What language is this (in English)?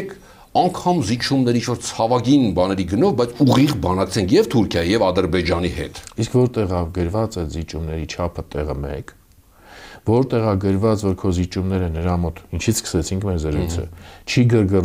Armenian